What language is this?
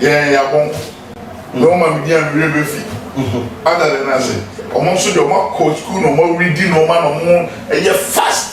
Akan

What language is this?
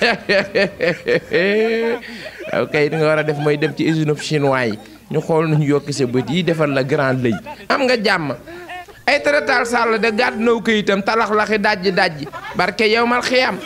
Wolof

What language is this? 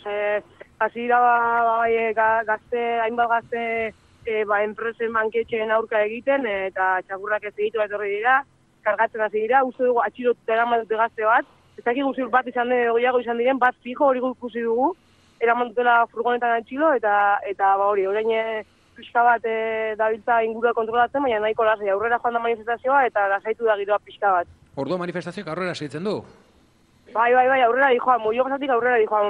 Basque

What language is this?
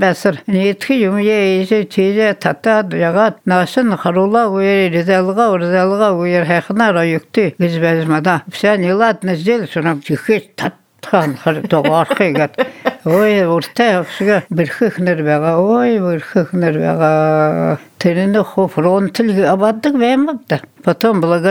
Buriat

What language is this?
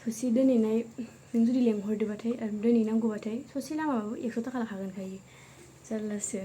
Bodo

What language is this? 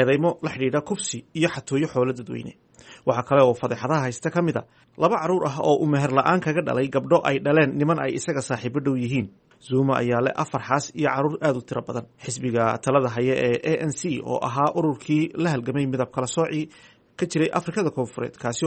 Somali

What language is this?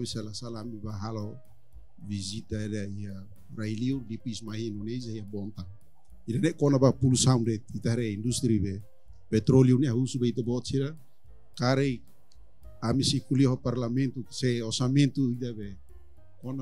Tetum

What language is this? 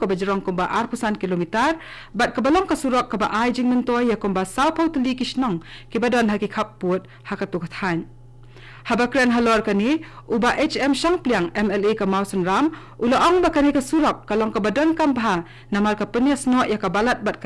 Khasi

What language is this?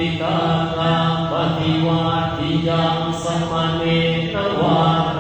Pali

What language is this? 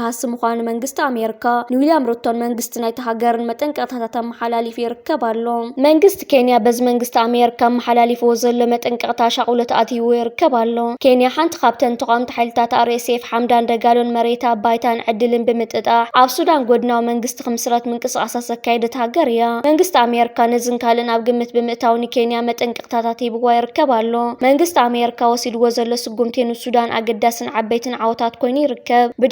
Tigrinya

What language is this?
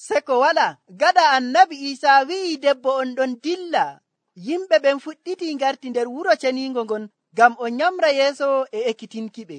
Nigerian Fulfulde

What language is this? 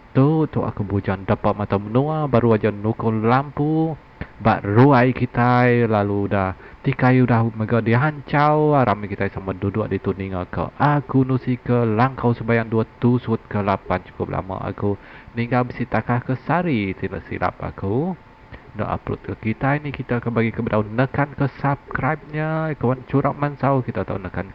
Iban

